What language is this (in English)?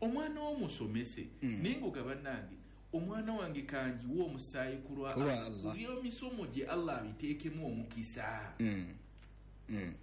Ganda